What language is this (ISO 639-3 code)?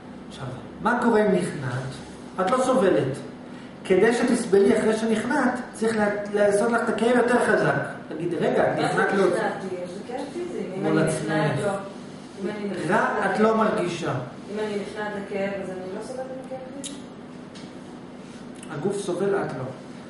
heb